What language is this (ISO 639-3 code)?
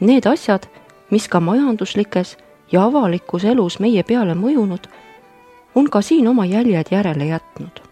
est